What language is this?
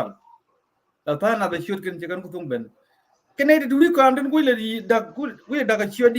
Nuer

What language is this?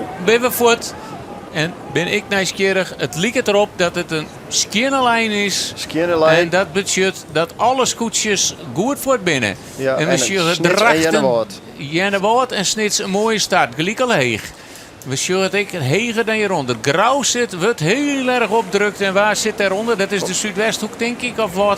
Western Frisian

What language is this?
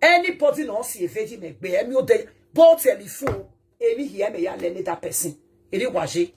Nigerian Pidgin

